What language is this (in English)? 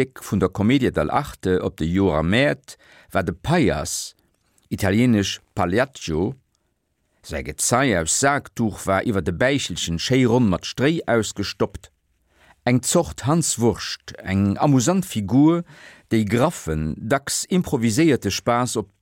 Luxembourgish